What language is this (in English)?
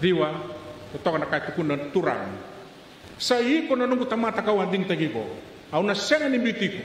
Fijian